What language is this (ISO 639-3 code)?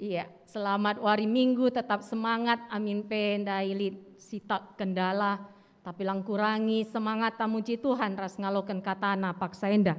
btx